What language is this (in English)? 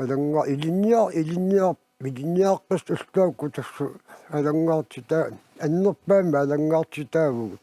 Kalaallisut